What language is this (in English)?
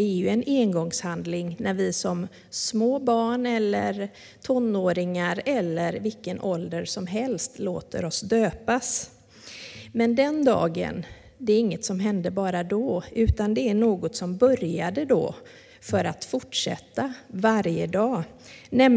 Swedish